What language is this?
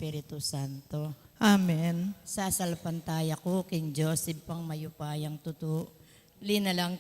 Pampanga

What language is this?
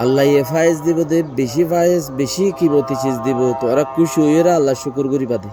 Rohingya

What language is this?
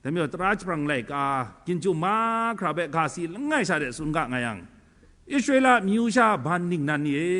Kachin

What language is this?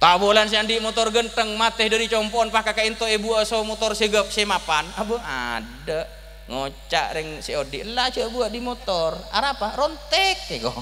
Madurese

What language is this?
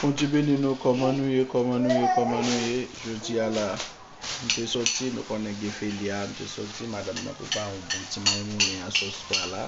Haitian Creole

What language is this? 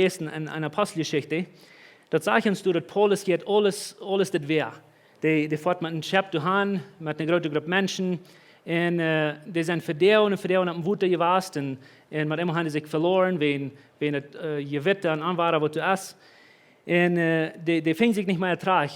Plautdietsch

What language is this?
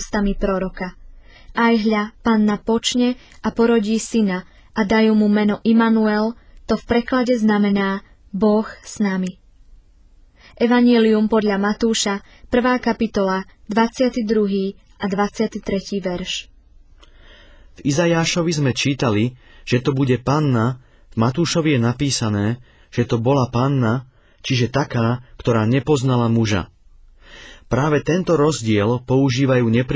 Slovak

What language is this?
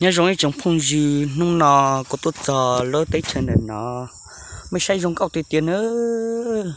Hmong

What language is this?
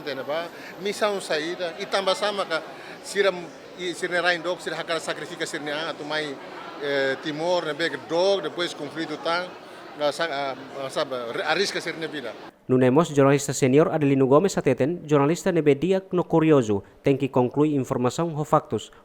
Tetum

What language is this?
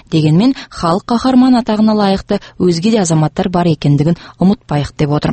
Kazakh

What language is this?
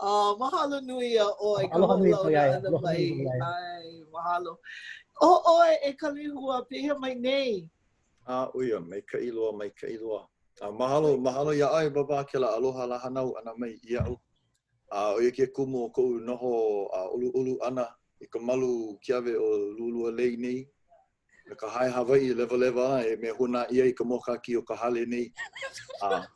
Hawaiian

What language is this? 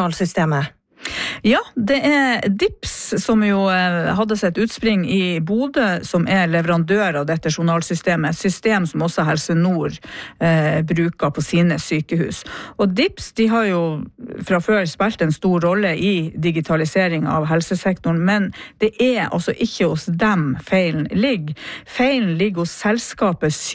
Norwegian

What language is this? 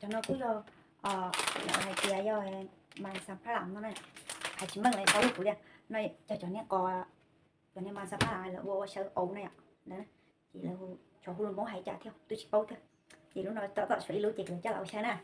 Hmong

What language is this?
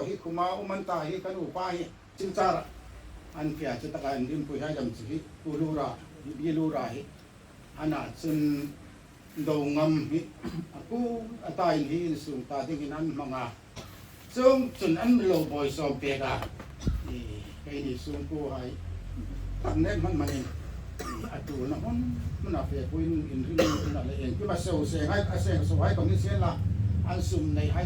Hmar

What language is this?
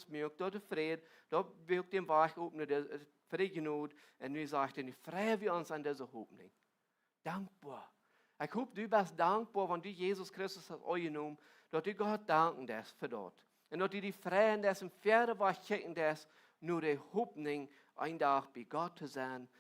Plautdietsch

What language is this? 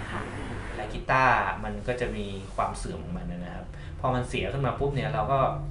Thai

